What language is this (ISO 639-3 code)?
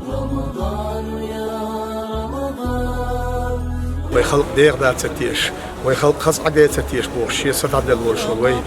che